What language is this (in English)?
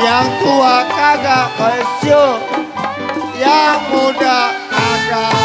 Betawi